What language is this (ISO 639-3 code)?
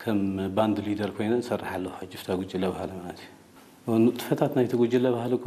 tir